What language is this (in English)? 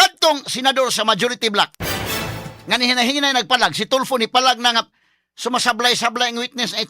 Cebuano